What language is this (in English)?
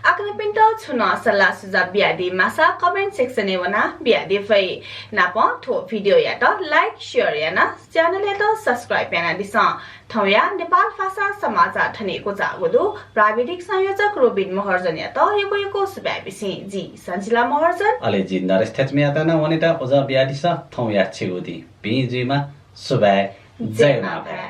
Newari